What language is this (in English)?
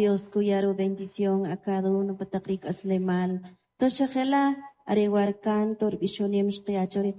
Kʼicheʼ